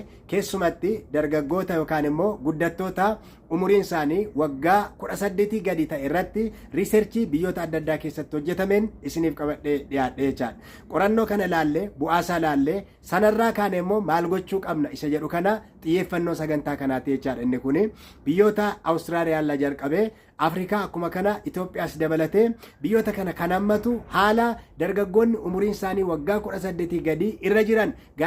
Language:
Oromo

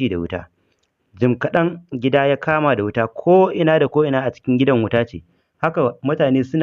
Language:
Hausa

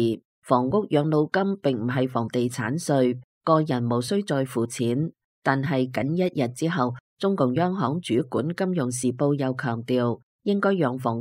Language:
Cantonese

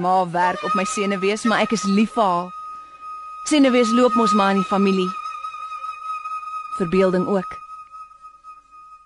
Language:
Afrikaans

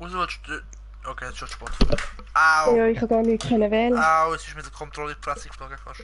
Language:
Swiss German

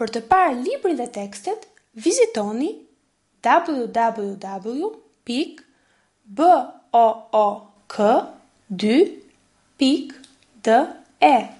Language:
Albanian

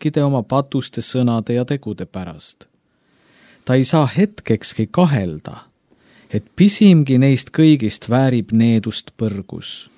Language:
Estonian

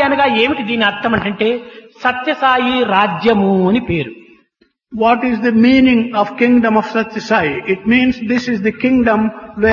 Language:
Telugu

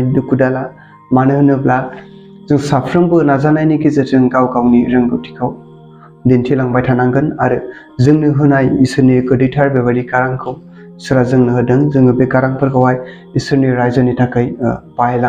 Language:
Bodo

